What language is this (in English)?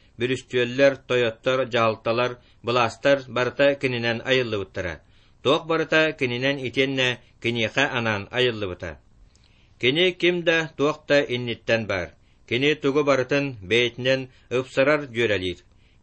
Yakut